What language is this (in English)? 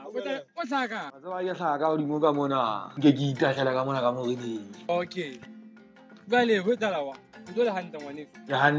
Southern Sotho